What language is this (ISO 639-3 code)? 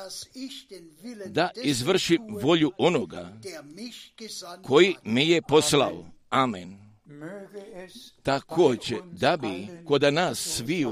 hrv